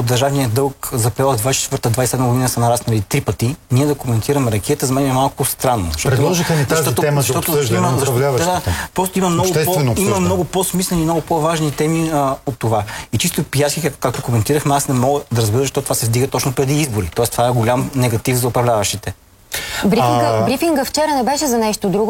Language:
Bulgarian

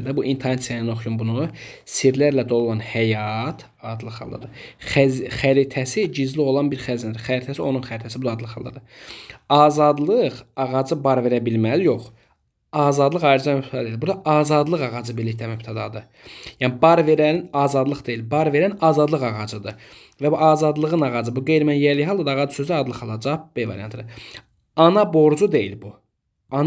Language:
Azerbaijani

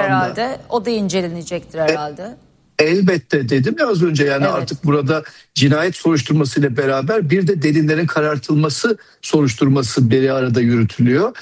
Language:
Turkish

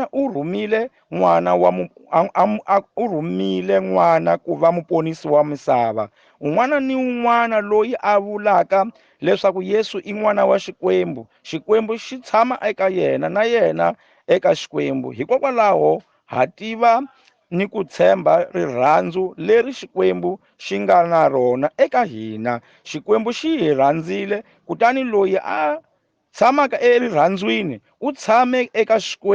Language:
Tsonga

